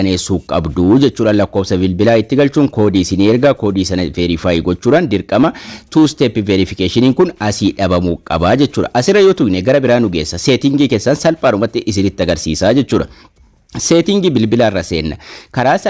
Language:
Oromo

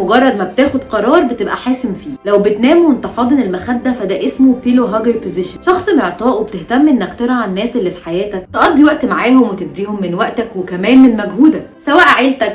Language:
Egyptian Arabic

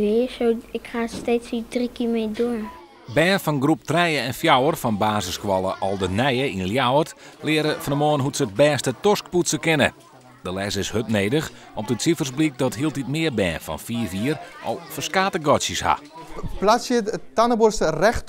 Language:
Western Frisian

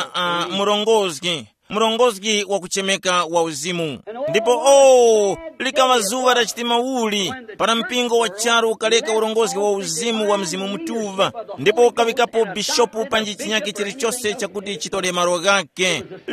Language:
Tumbuka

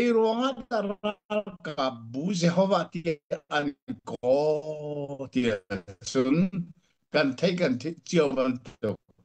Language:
Hakha Chin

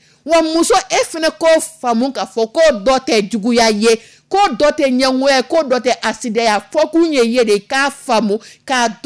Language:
Dyula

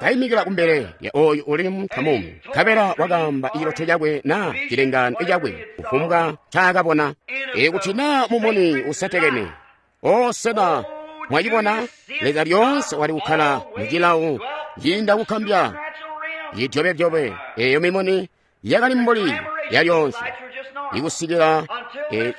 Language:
Tonga (Zambia)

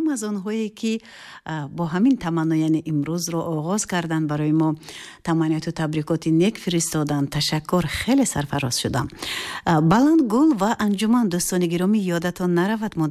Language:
Tajik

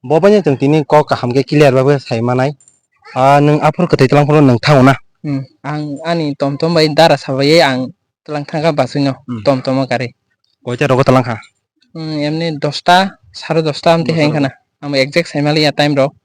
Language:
Kok Borok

